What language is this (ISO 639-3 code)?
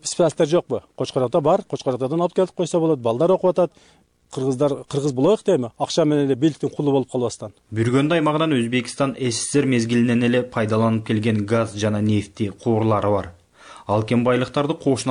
kir